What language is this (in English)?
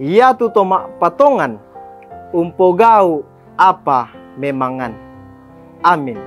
Toraja-Sa'dan